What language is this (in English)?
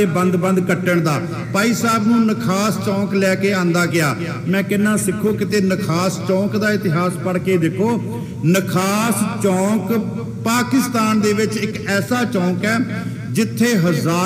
Punjabi